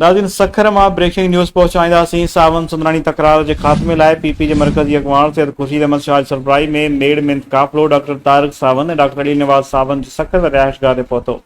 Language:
Sindhi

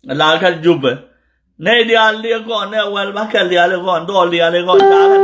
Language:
Nuer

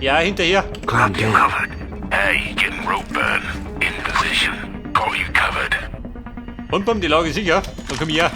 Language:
Bavarian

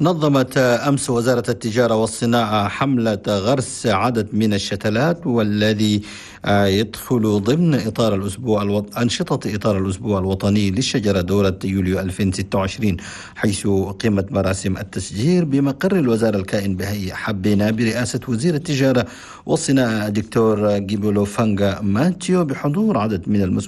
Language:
Chadian Arabic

